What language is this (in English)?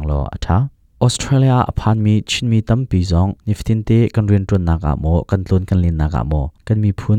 Hakha Chin